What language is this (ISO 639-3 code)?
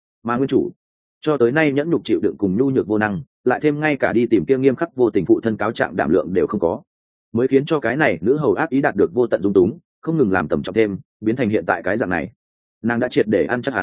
vie